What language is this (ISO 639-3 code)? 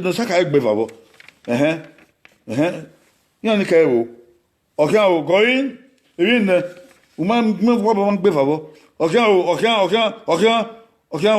bin